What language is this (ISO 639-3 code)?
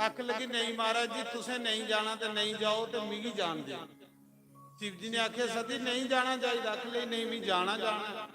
doi